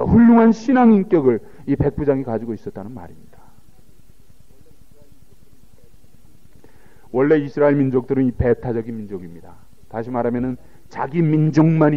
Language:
Korean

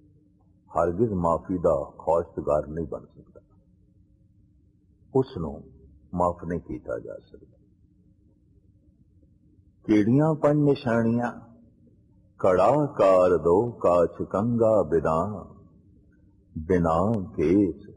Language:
Punjabi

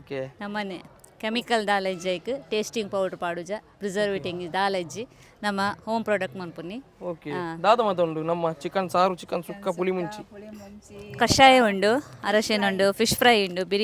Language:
Tulu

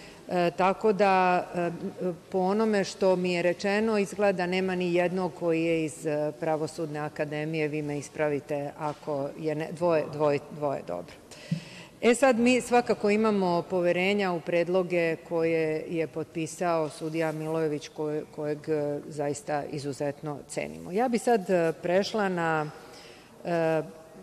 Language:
Serbian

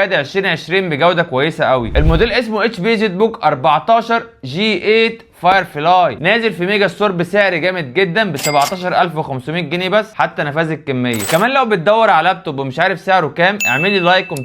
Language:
Egyptian Arabic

